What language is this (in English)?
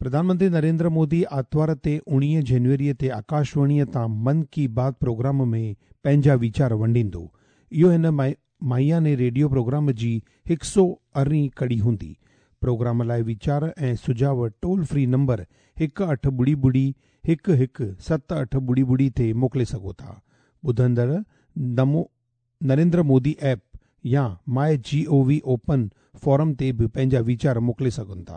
Sindhi